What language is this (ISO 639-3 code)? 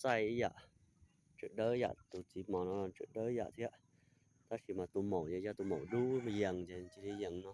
hmn